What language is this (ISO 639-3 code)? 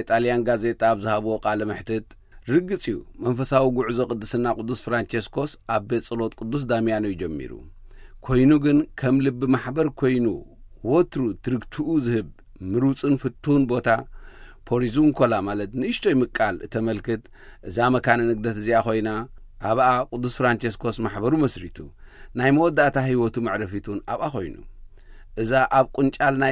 tir